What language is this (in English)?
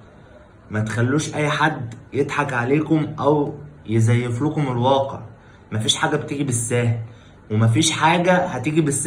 Egyptian Arabic